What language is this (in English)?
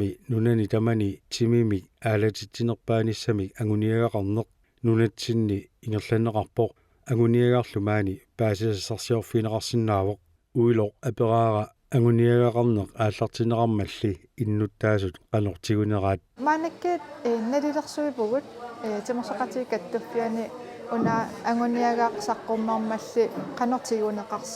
Kalaallisut